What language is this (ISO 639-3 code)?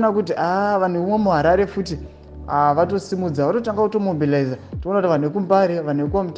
sna